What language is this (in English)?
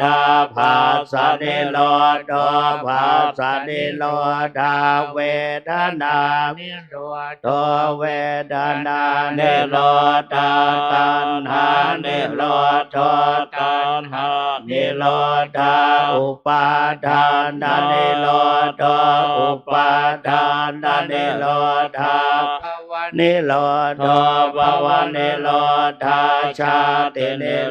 Pali